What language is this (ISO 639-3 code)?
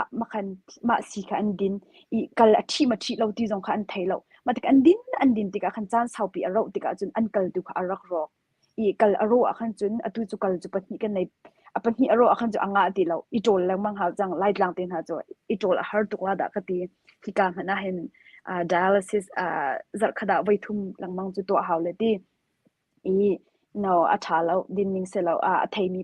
cnh